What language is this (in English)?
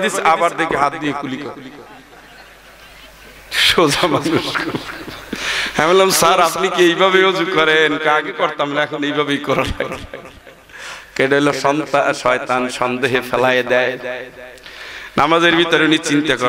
Bangla